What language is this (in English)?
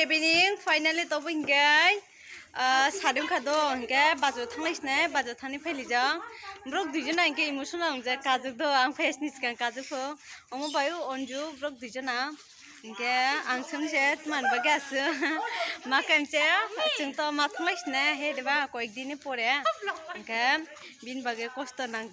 Kok Borok